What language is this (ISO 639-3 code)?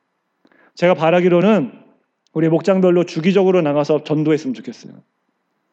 kor